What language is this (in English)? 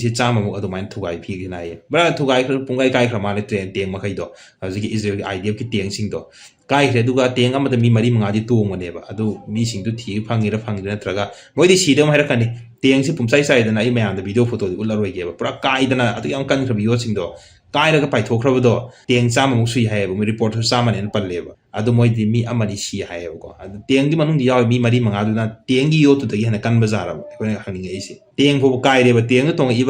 Manipuri